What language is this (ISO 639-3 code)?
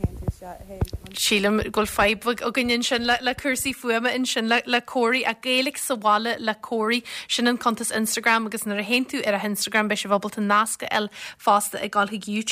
gle